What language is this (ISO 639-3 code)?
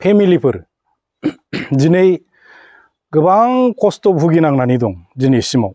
brx